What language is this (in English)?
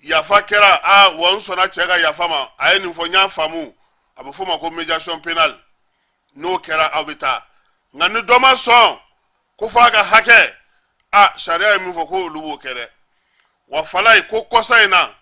Bambara